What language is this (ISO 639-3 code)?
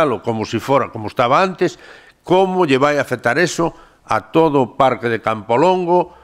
glg